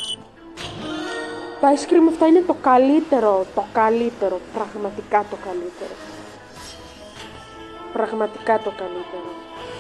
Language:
Greek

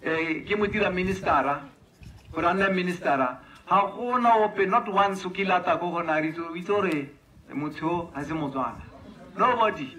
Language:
Tswana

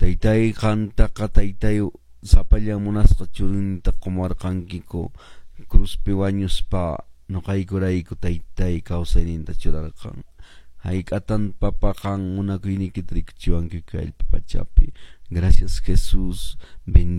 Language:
Quechua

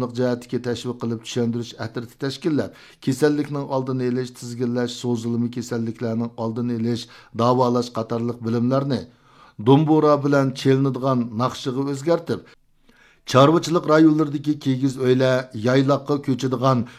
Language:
Uyghur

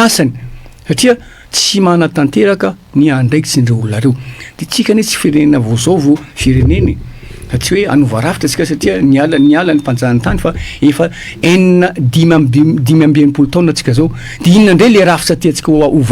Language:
Malagasy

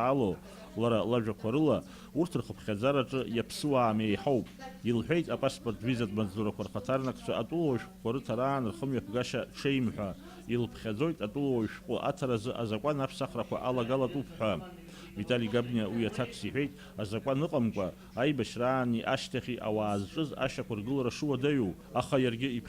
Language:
Abkhazian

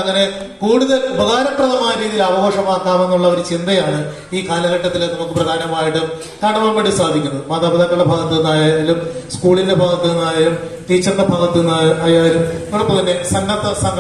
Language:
Malayalam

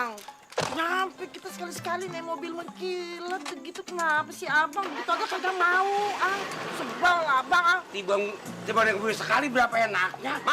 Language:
Betawi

